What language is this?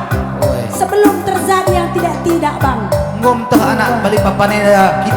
Batak Karo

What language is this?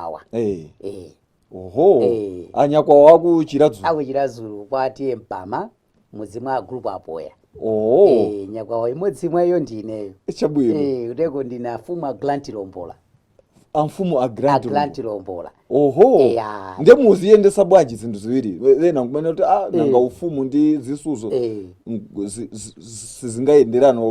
Nyanja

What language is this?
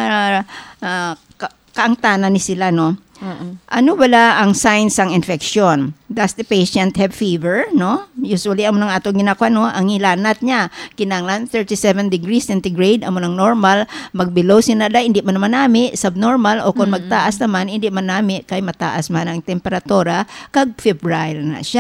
Hiligaynon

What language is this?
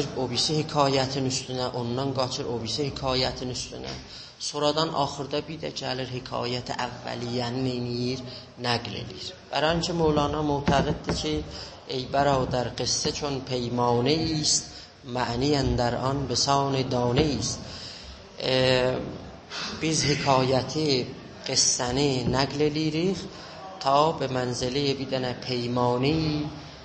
South Azerbaijani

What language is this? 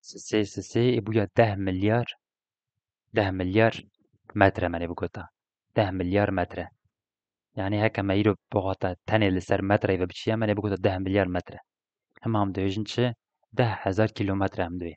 Kurdish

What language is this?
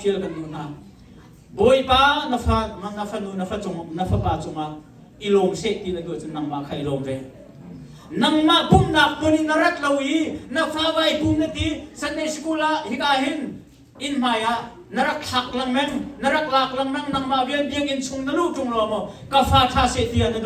Hakha Chin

